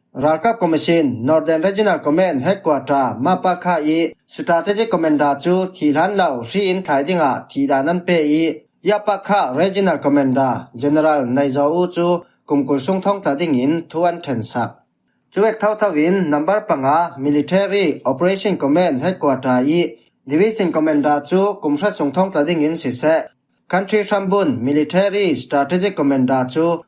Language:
Falam Chin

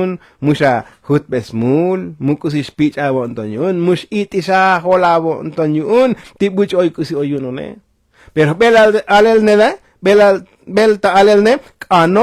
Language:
Tzotzil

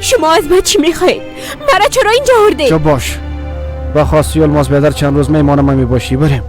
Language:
Persian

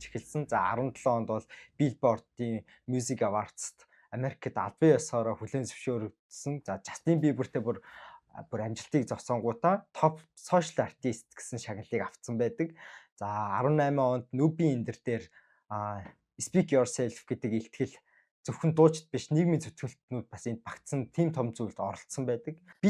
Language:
Mongolian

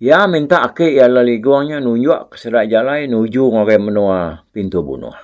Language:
Iban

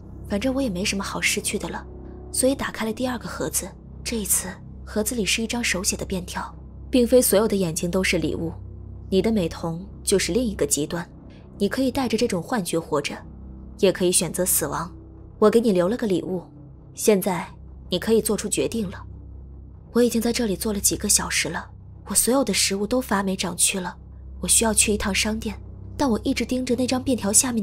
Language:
Chinese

